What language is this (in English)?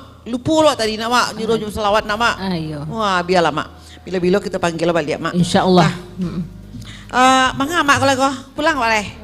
Minangkabau